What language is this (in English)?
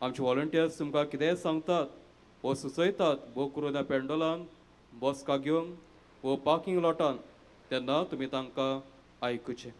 Konkani